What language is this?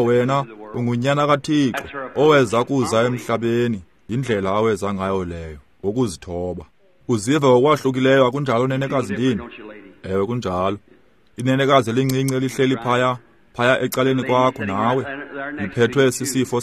Xhosa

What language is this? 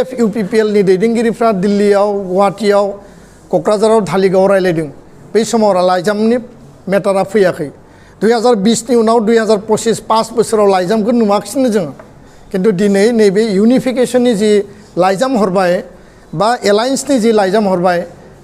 Bodo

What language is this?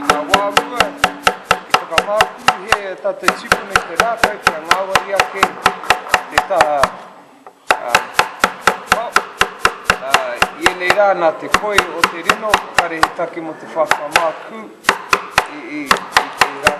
Māori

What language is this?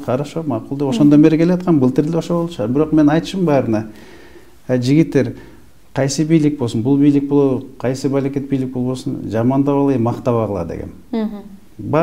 Kyrgyz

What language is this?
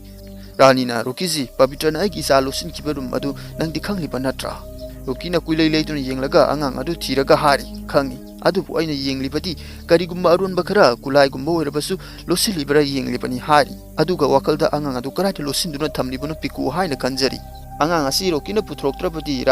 Manipuri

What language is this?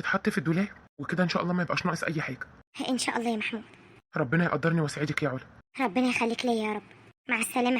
Egyptian Arabic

